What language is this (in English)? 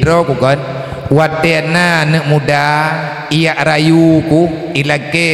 Achinese